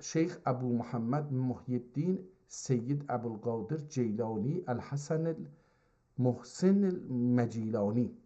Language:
South Azerbaijani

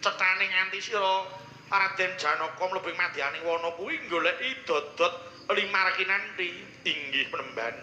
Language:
Javanese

